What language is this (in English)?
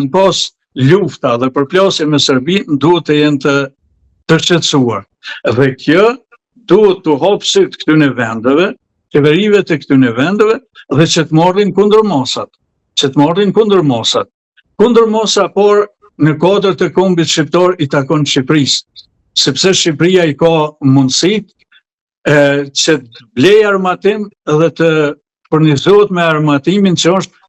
Albanian